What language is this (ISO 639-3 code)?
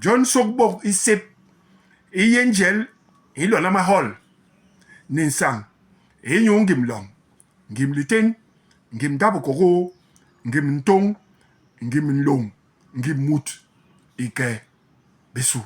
bas